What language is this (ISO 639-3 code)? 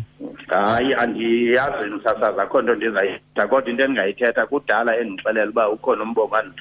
xho